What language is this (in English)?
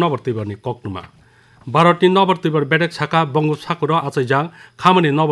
Kok Borok